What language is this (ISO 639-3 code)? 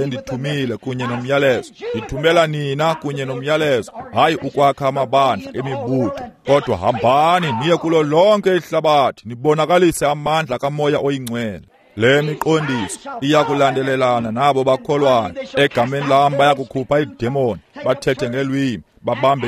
xho